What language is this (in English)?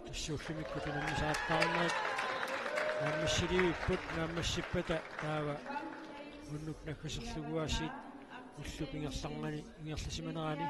Kalaallisut